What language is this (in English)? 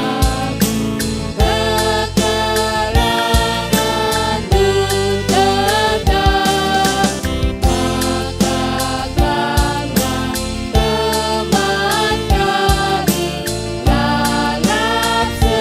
Batak Karo